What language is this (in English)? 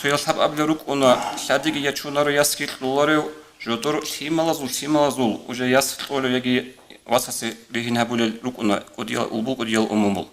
Avaric